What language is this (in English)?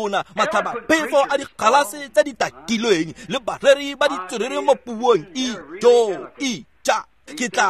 Tswana